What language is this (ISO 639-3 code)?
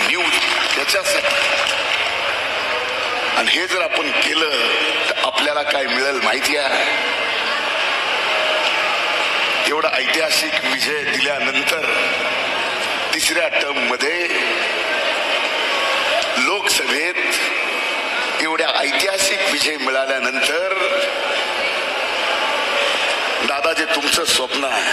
mar